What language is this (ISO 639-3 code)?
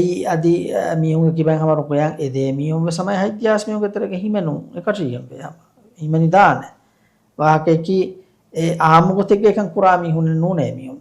div